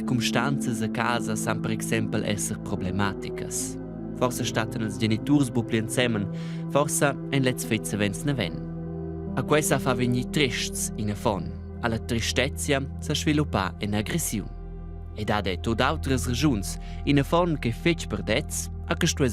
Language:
Romansh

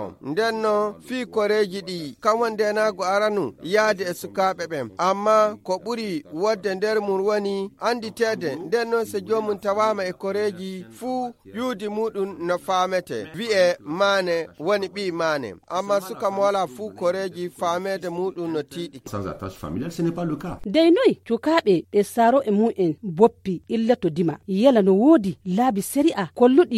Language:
Nigerian Fulfulde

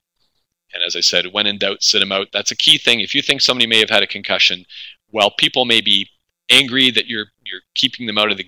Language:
English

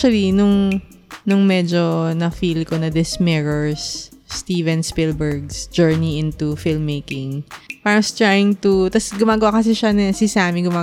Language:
Filipino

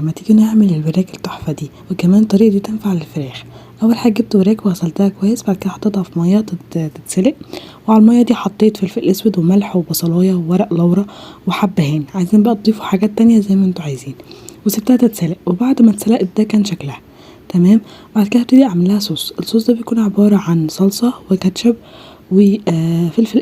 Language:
Egyptian Arabic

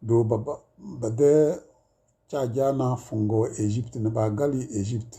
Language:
Tem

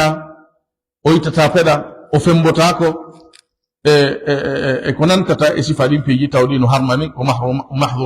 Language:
Fula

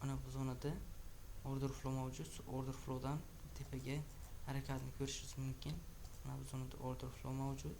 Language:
Uzbek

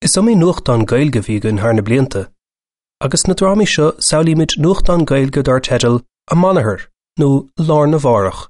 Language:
Irish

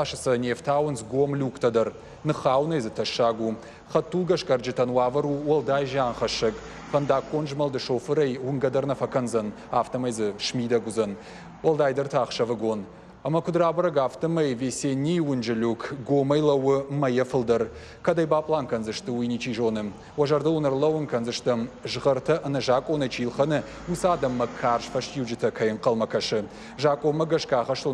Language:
Ossetic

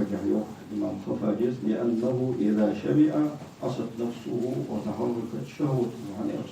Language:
Ingush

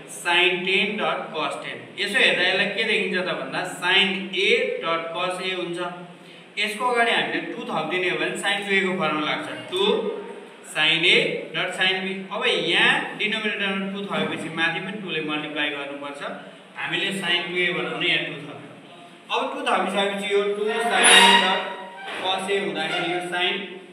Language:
Nepali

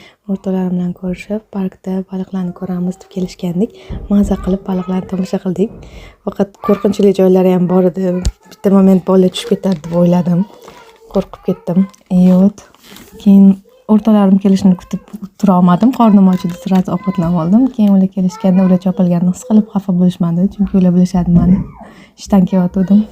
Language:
Uzbek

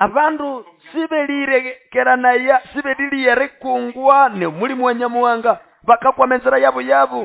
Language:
Nande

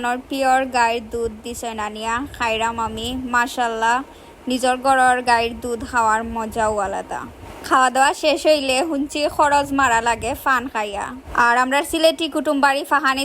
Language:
Sylheti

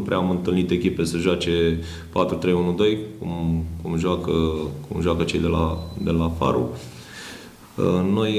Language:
Romanian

